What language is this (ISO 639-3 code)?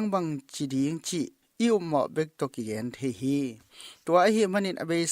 ctd